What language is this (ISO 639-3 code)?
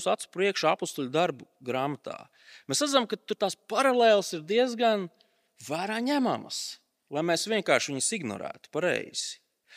lav